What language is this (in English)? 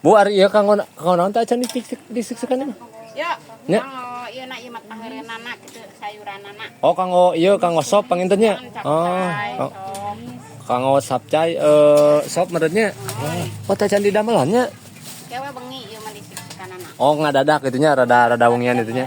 Sundanese